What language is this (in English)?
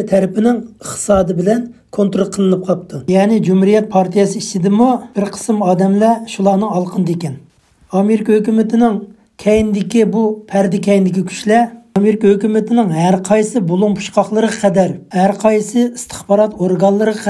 Uyghur